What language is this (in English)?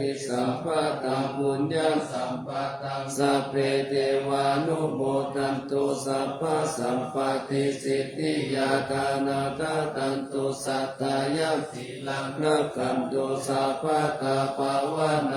Pali